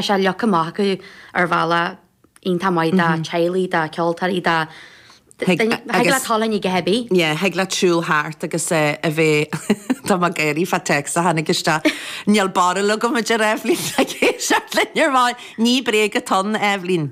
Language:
Irish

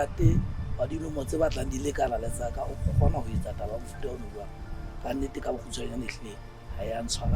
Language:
Southern Sotho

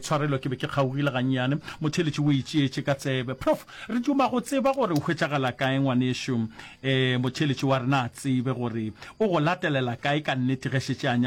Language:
Northern Sotho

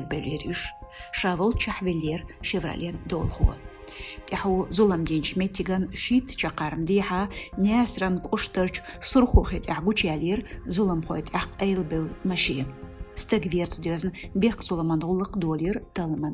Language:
Chechen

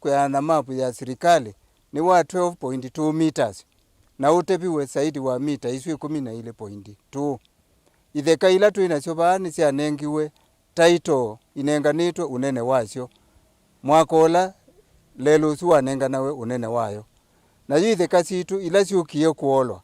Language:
Kamba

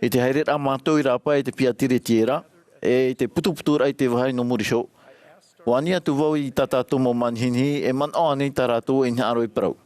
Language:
Tahitian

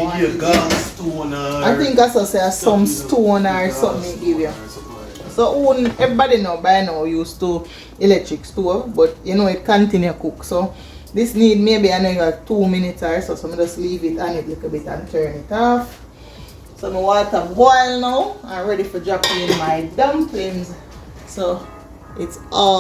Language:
Jamaican Creole English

